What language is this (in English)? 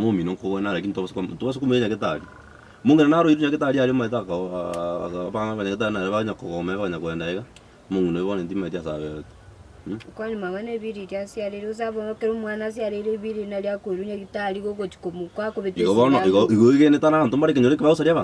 Gusii